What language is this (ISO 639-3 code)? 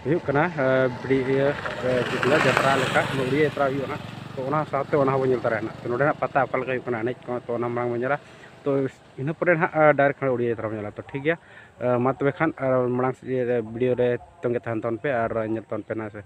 sat